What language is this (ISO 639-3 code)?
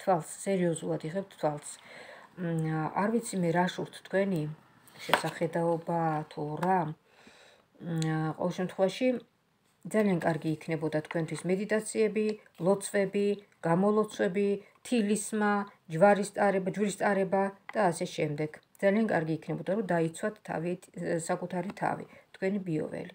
kat